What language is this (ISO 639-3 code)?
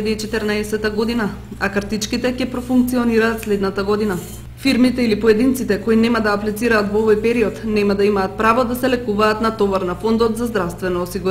mkd